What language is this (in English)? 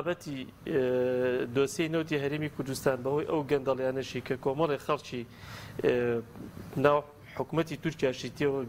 Central Kurdish